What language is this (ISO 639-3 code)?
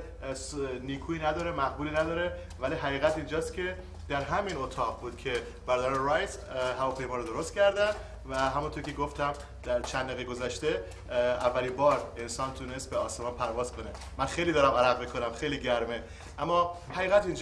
fas